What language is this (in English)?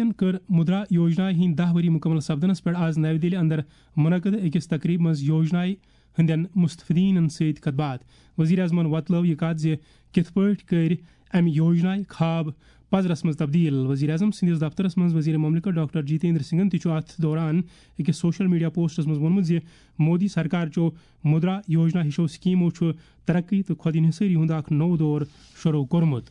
Kashmiri